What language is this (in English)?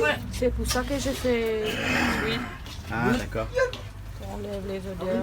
Réunion Creole French